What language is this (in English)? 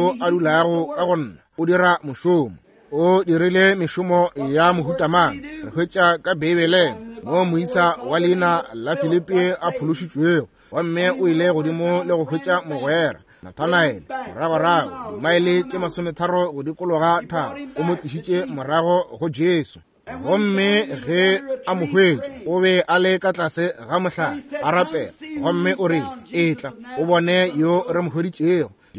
Northern Sotho